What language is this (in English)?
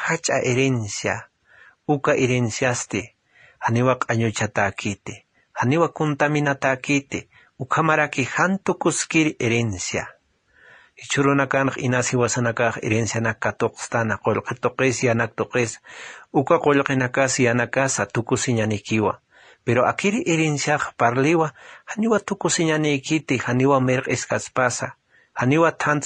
Aymara